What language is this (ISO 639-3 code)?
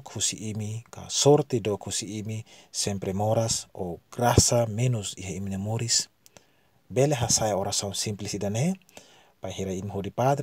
tet